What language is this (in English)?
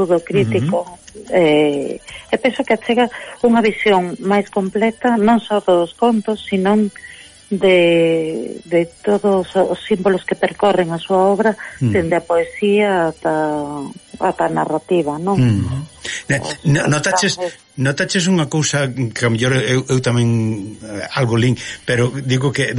Galician